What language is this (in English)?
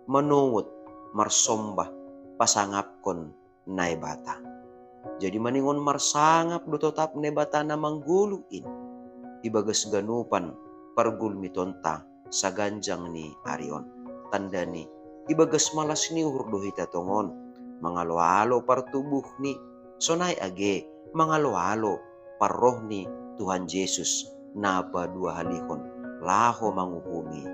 Batak Simalungun